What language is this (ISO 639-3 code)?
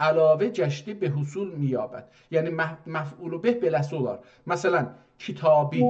azb